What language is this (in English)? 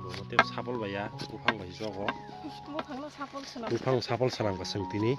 Kok Borok